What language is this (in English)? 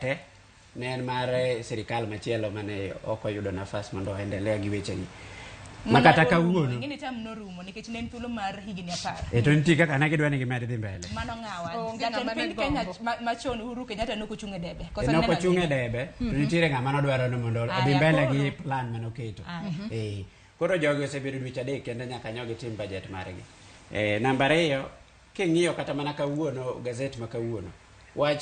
Luo (Kenya and Tanzania)